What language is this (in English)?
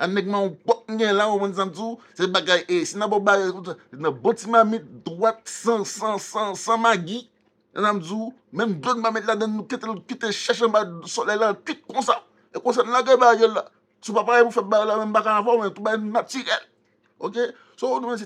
Haitian Creole